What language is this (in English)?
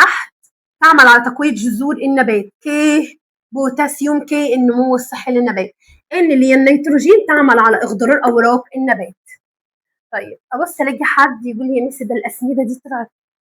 Egyptian Arabic